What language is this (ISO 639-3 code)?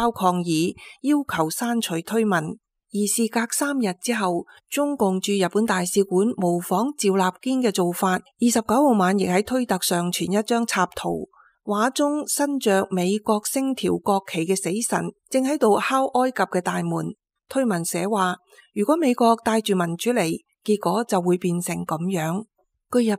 yue